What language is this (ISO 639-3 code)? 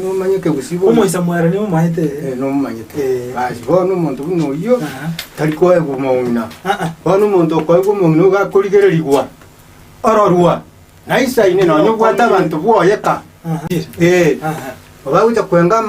guz